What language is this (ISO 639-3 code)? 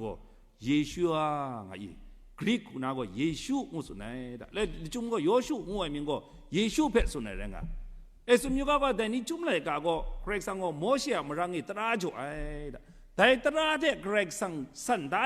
kac